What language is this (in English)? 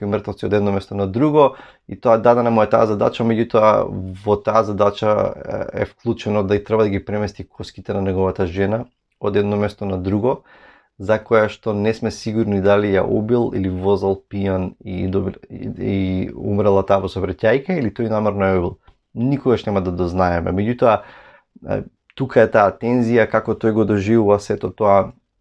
Macedonian